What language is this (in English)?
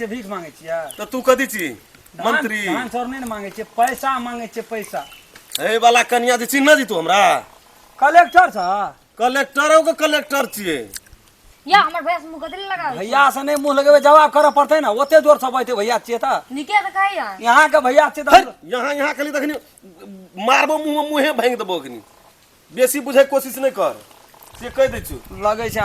Maithili